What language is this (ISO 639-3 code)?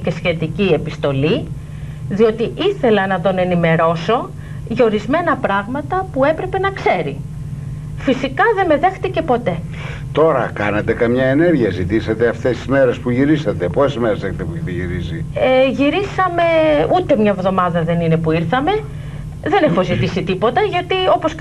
ell